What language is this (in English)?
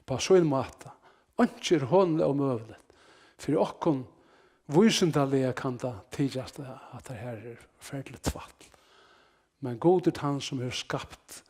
Faroese